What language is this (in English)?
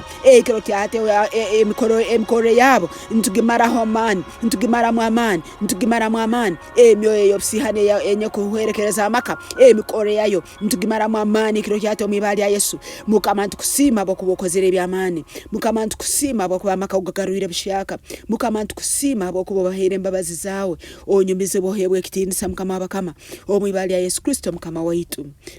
Tooro